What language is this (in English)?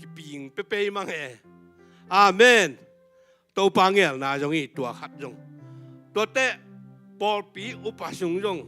Tedim Chin